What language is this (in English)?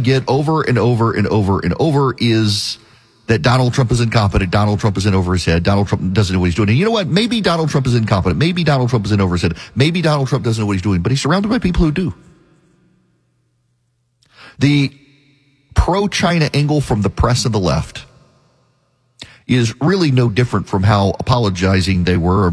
English